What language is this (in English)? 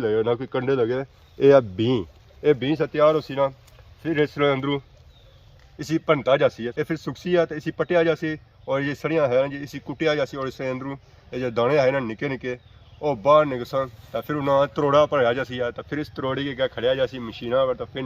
Pahari-Potwari